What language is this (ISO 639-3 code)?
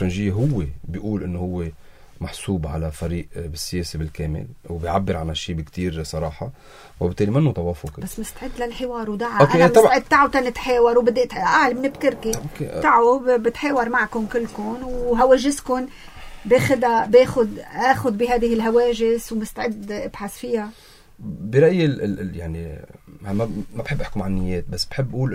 apc